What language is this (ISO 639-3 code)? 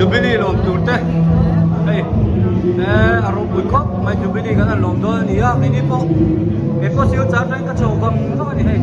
hmr